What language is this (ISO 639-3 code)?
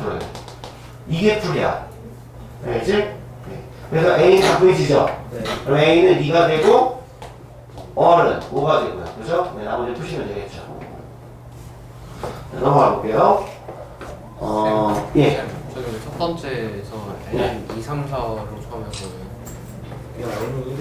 kor